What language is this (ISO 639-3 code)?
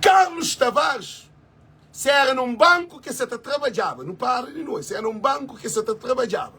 kea